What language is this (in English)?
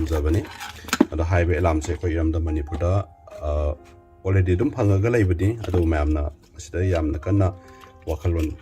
Manipuri